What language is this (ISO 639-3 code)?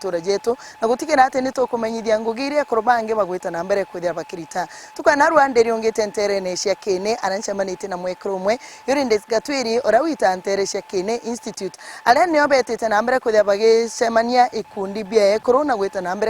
mer